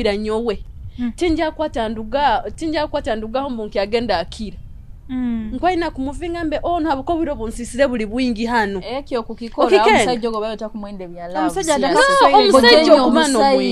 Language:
Nyoro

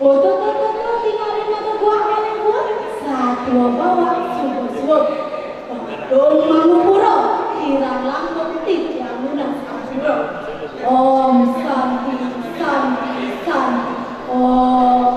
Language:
Balinese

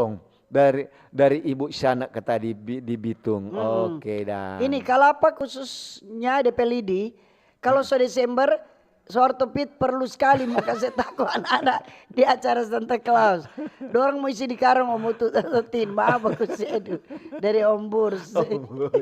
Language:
Manado Malay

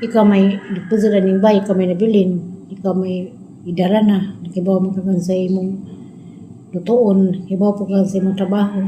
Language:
Cebuano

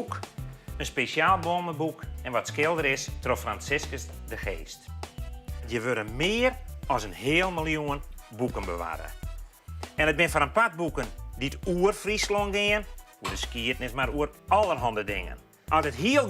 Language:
Western Frisian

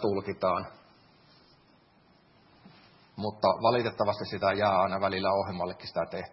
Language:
Finnish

